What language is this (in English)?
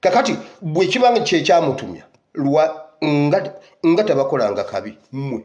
Ganda